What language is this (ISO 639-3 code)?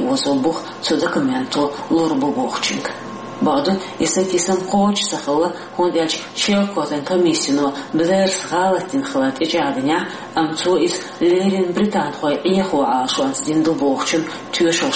che